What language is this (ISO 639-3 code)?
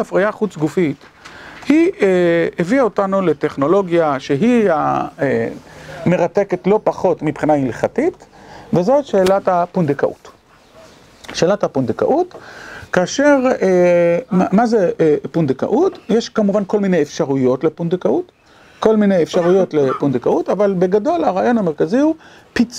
heb